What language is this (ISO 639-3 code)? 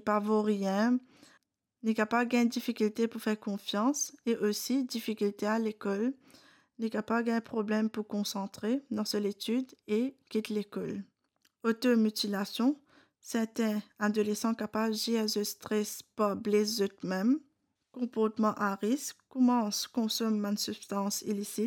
mfe